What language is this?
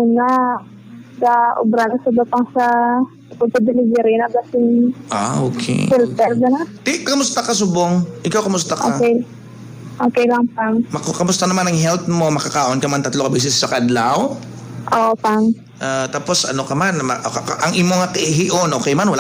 Hiligaynon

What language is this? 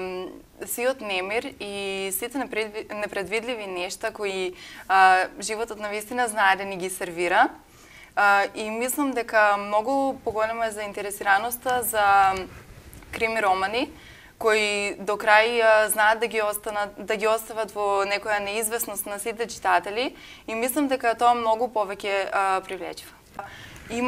Macedonian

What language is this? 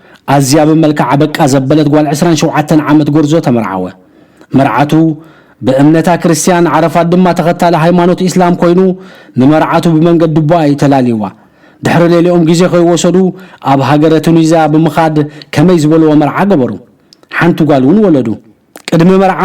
Tigrinya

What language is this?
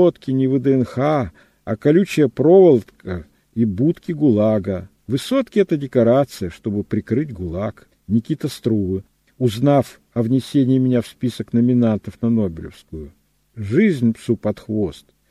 Russian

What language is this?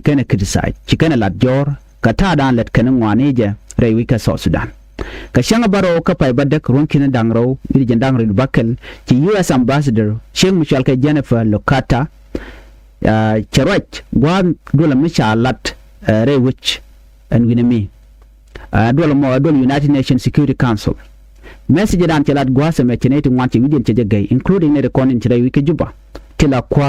Nuer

